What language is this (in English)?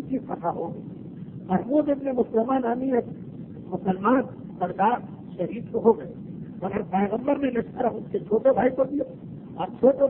Urdu